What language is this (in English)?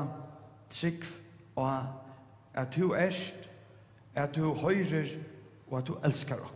Faroese